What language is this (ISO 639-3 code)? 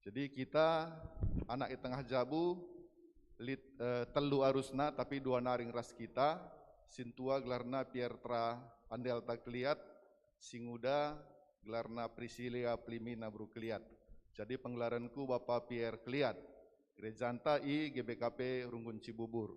btx